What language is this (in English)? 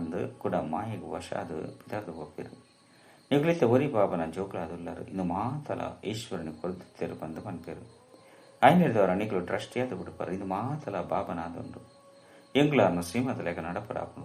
Tulu